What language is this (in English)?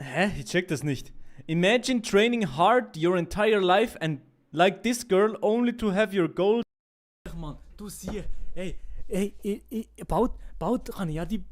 Swiss German